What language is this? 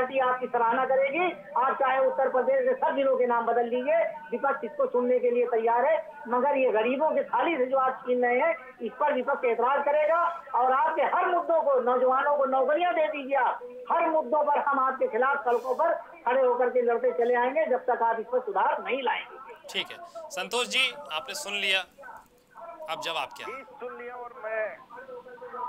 Hindi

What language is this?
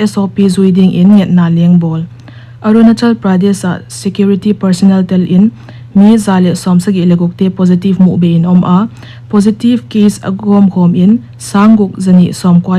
Paite Chin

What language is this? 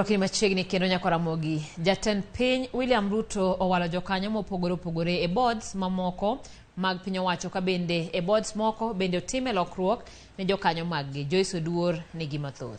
Luo (Kenya and Tanzania)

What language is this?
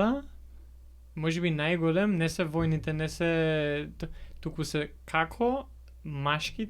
Macedonian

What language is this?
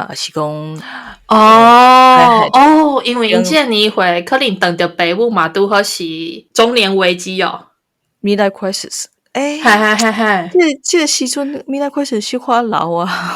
Min Nan Chinese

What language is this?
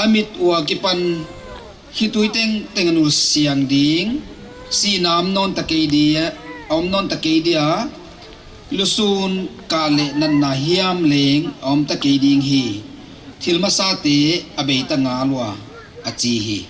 Paite Chin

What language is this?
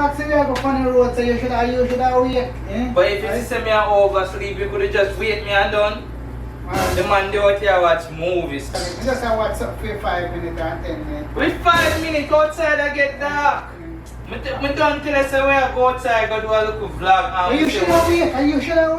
Jamaican Creole English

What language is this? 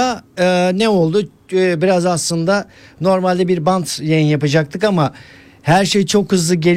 Turkish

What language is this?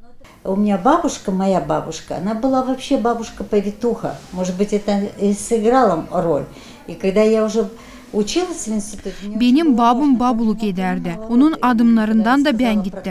Gagauz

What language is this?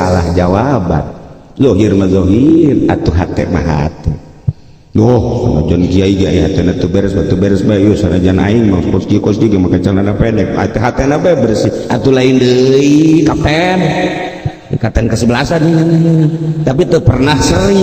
Sundanese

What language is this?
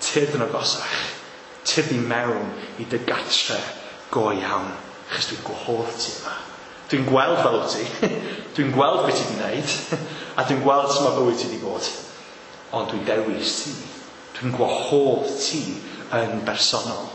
Welsh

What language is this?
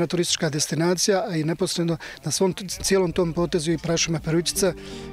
Bosnian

